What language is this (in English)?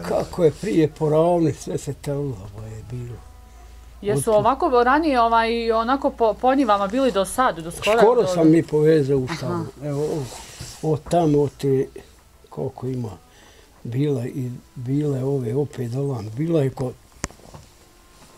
Bosnian